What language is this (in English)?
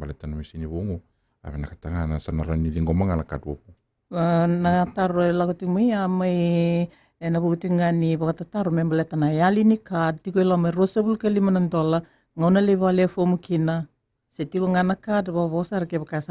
Fijian